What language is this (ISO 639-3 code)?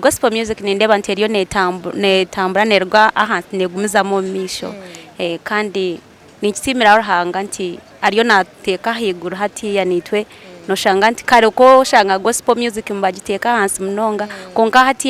nyn